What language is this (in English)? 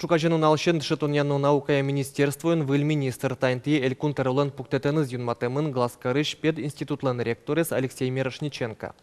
Udmurt